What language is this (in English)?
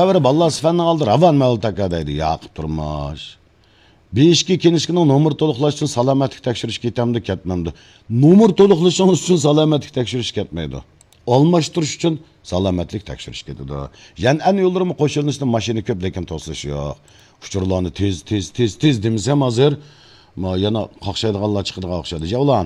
Uyghur